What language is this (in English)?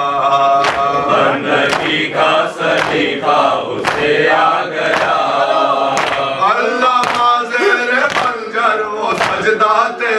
Urdu